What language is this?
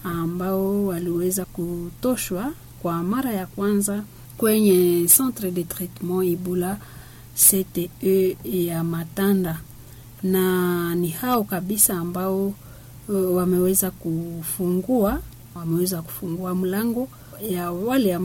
Swahili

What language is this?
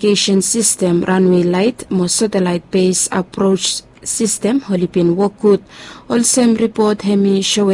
Bislama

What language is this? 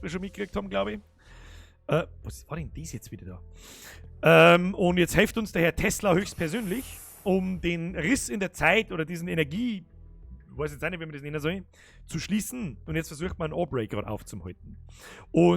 Bavarian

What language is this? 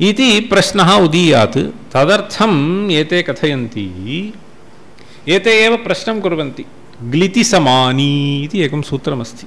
Sanskrit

